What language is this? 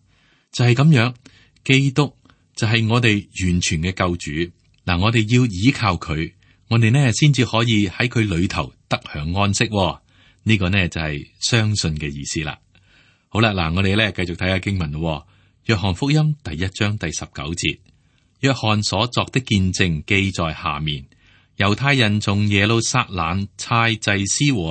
Cantonese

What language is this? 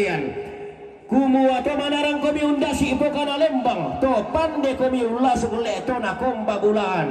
Toraja-Sa'dan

